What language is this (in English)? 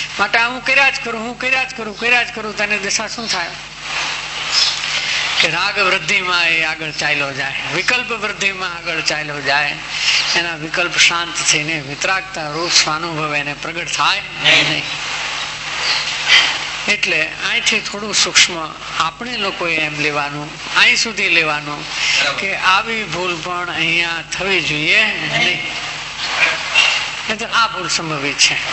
Gujarati